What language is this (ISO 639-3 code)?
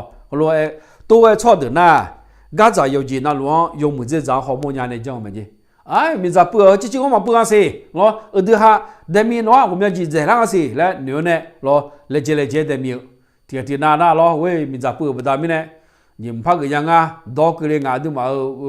ahk